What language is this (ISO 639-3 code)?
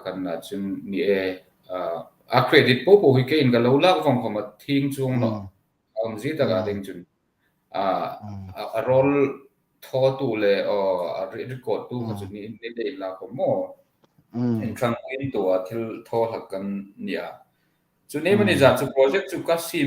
hmr